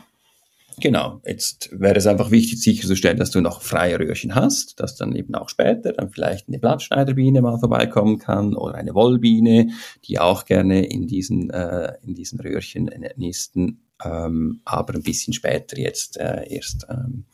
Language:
German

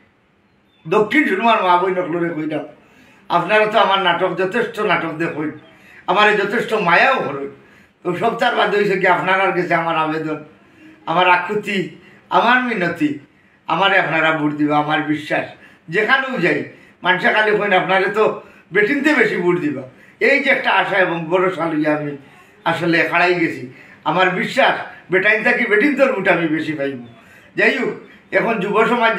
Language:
Sylheti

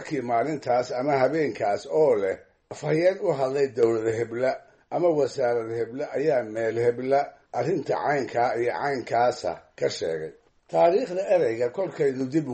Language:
Somali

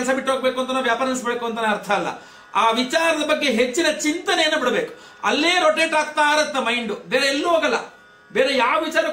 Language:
Kannada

